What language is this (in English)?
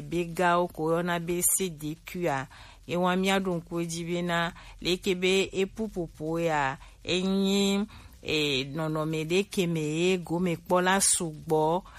Gen